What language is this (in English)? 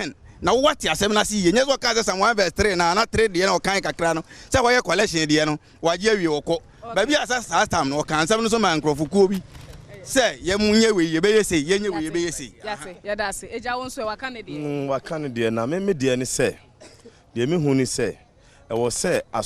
Akan